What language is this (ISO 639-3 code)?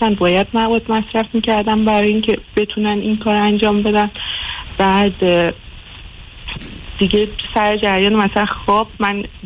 fas